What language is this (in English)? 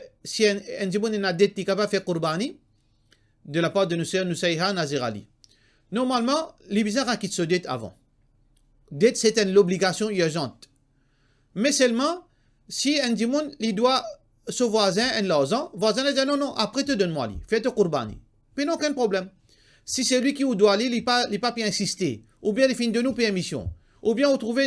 Morisyen